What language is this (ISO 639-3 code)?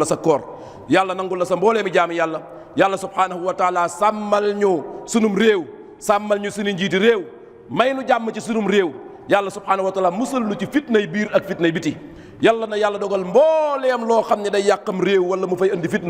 wol